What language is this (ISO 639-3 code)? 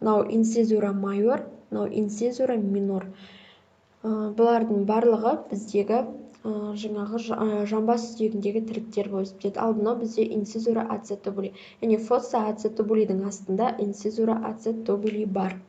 kaz